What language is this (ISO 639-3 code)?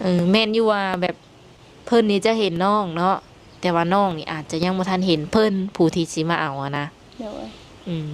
lao